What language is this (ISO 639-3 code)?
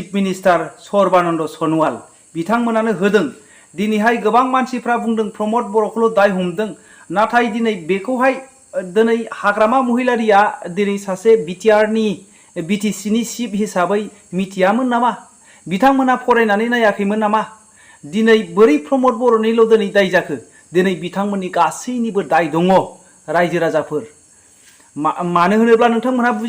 brx